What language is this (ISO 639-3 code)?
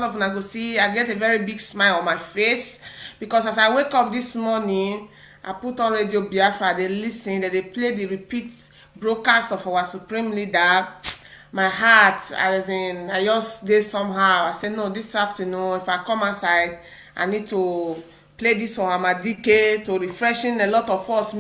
pcm